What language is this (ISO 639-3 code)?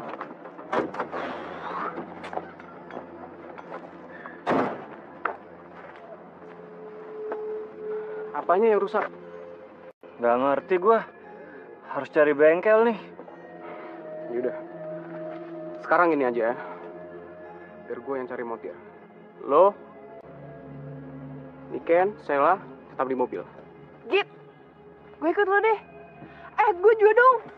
ind